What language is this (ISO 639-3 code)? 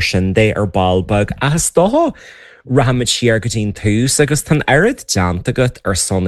gle